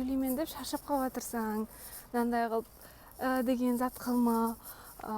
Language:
Kara-Kalpak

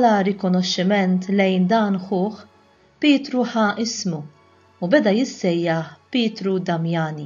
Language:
Maltese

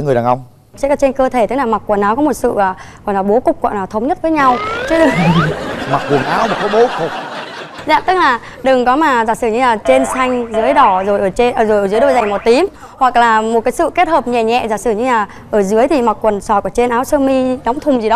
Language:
Vietnamese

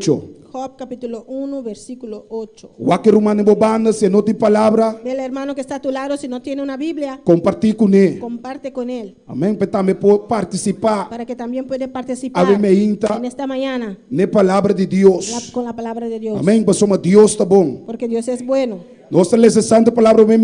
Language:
Papiamento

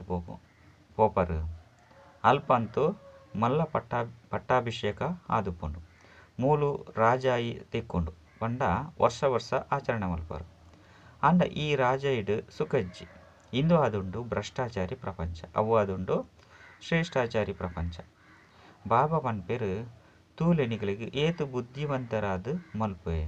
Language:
Tulu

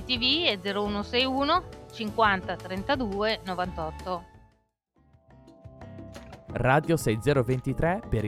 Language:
Italian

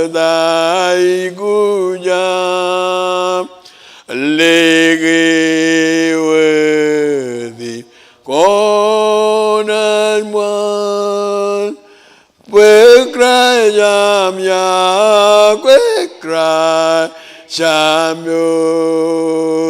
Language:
Marshallese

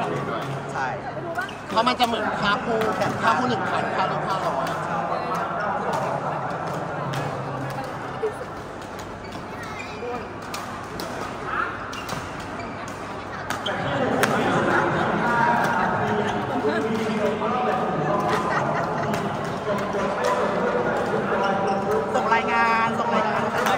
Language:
Thai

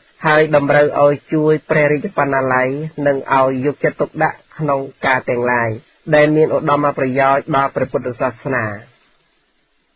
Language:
Khmer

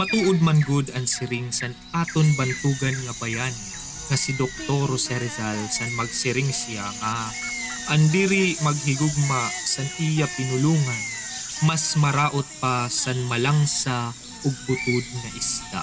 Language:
Waray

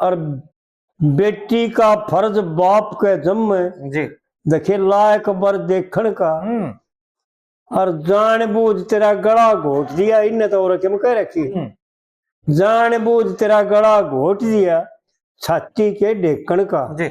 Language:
Haryanvi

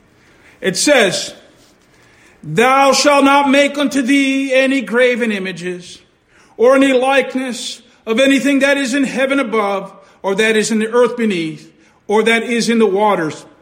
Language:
English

